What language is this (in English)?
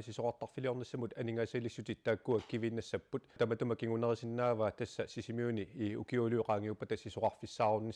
Kalaallisut